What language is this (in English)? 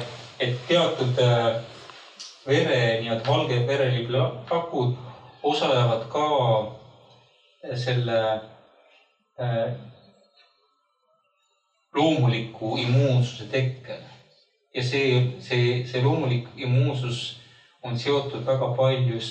Estonian